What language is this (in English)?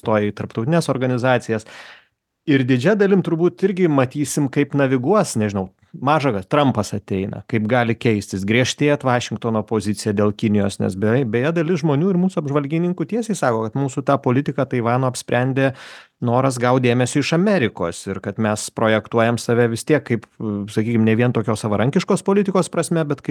Lithuanian